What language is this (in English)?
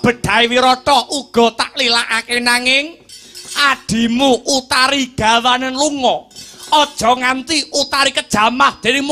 Javanese